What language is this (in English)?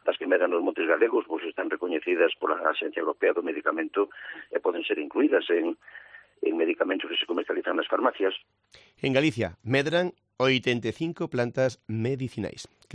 Galician